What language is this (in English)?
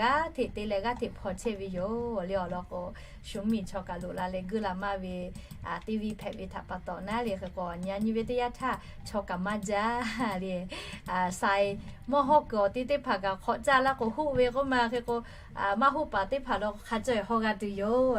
Lahu